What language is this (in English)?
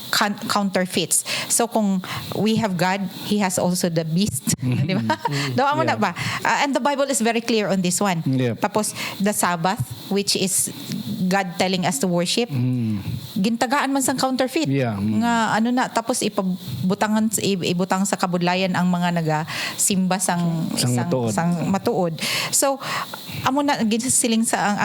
Hiligaynon